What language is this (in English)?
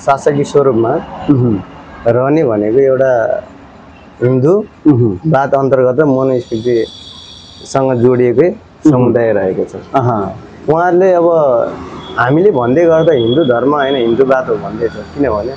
Nepali